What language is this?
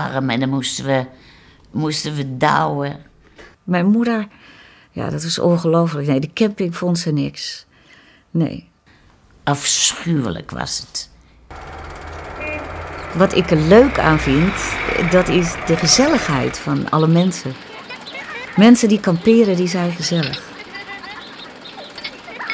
Dutch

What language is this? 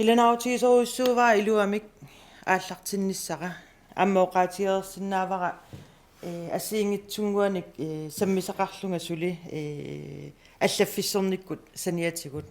Kalaallisut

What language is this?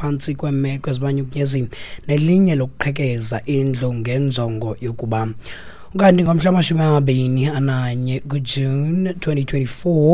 Xhosa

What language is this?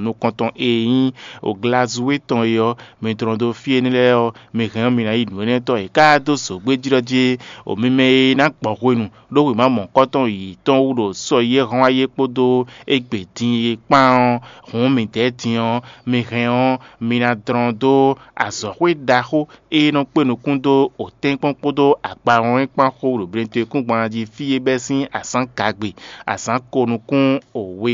Fon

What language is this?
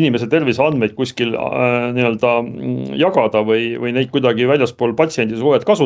Estonian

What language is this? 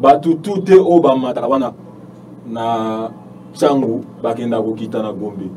Lingala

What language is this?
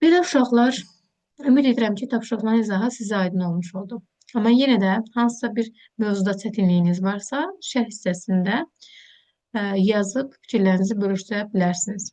Azerbaijani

